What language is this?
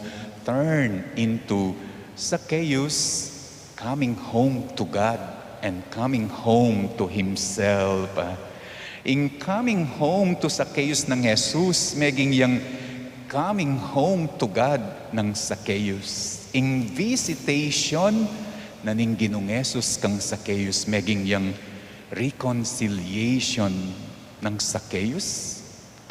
Pampanga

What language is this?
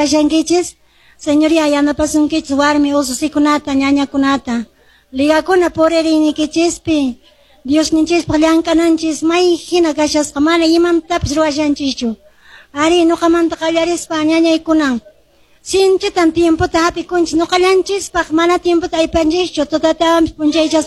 Quechua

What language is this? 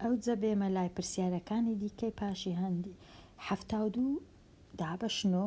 Central Kurdish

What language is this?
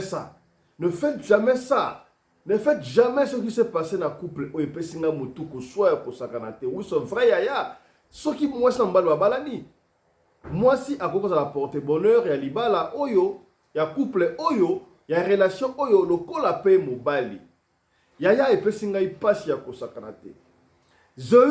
Lingala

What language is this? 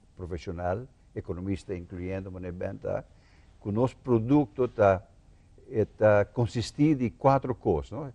Papiamento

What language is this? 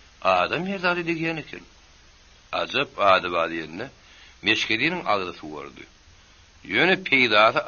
Turkmen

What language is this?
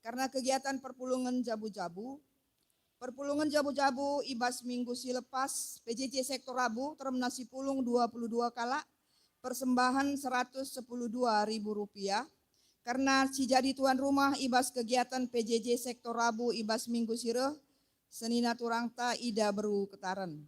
Batak Karo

